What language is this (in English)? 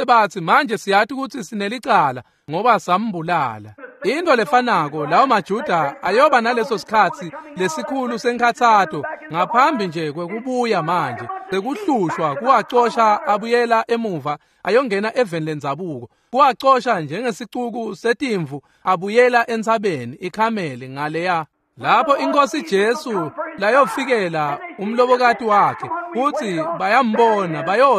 Swati